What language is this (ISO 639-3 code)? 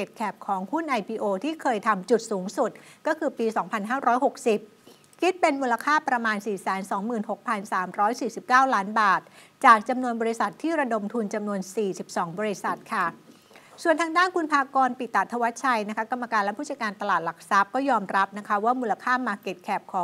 tha